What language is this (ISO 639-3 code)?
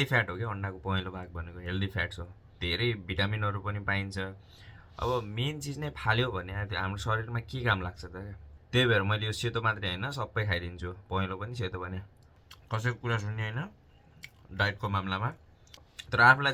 nep